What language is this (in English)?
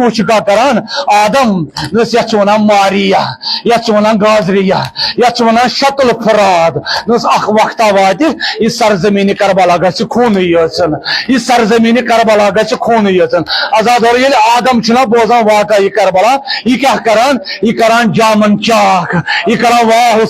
Kashmiri